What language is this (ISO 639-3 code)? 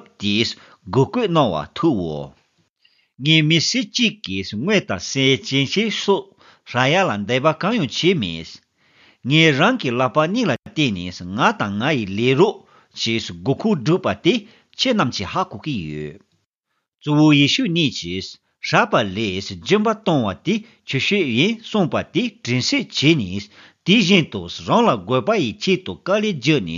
bod